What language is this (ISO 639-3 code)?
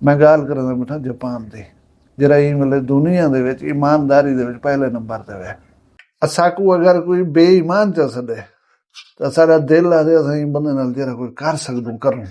skr